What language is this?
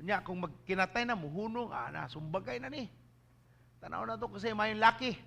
Cebuano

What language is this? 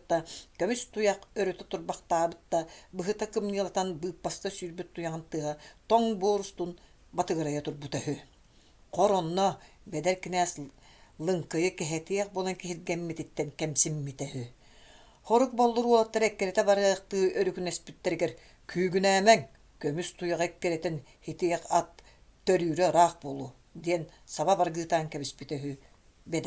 Yakut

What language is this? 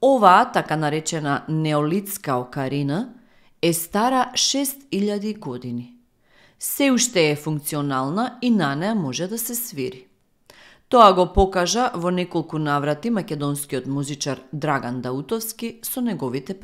Macedonian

